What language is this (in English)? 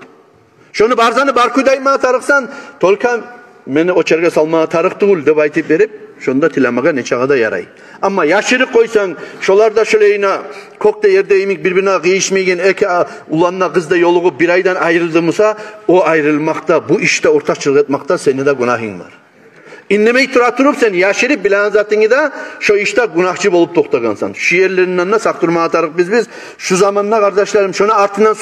Kumyk